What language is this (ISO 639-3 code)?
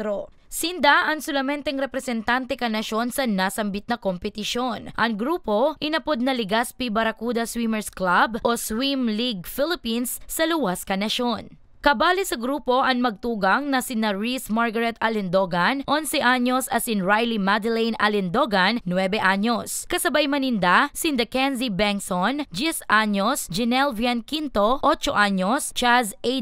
bik